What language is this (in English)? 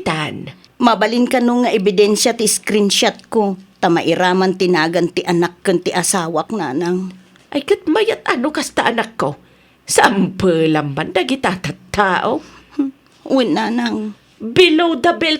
Iloko